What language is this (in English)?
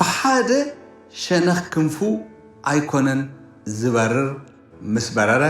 Tigrinya